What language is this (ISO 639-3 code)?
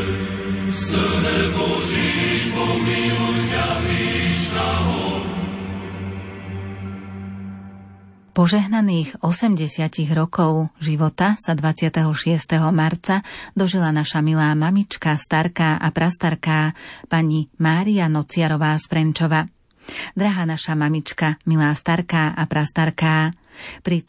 slk